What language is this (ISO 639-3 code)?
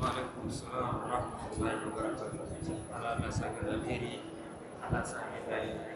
hau